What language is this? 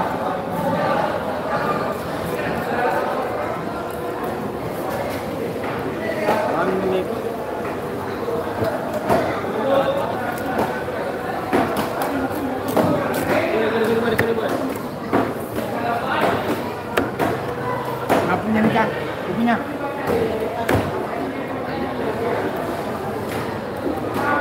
Indonesian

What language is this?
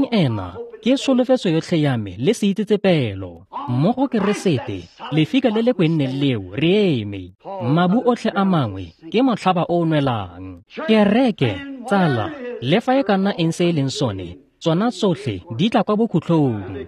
Tswana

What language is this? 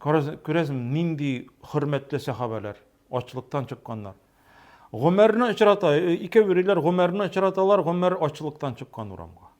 Tatar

